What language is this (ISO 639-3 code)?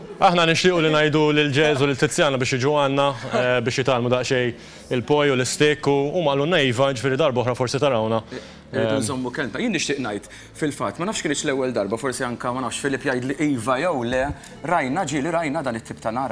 mlt